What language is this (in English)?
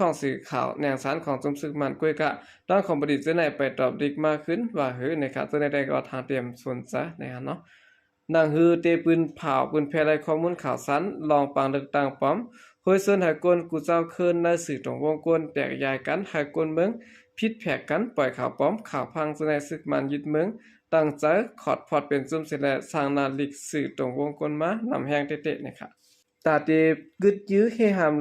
Shan